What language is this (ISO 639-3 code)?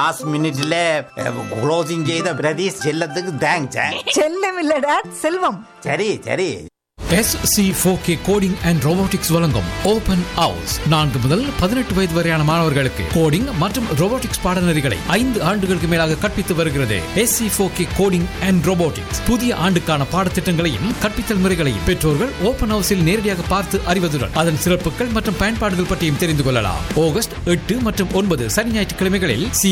tam